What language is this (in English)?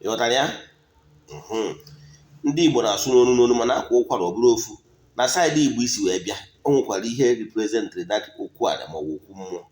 Igbo